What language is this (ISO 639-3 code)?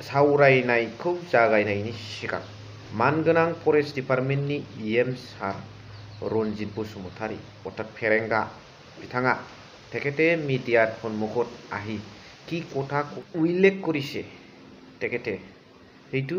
brx